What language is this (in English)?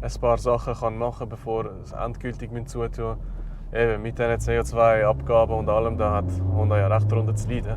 Swiss German